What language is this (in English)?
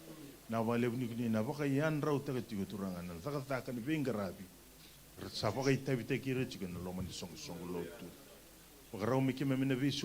Fijian